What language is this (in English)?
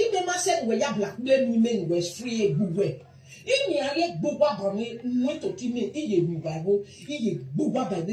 Nigerian Pidgin